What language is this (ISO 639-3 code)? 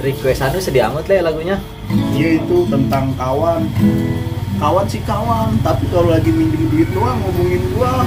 bew